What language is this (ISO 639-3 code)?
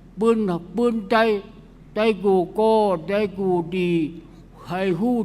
shn